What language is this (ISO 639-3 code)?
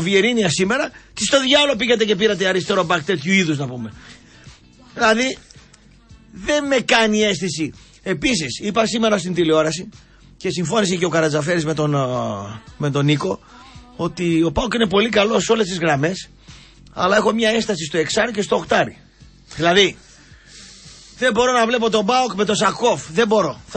ell